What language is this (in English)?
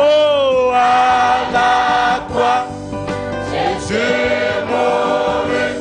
Ewe